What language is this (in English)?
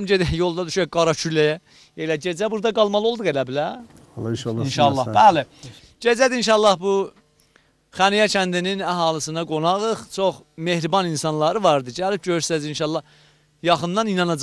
South Azerbaijani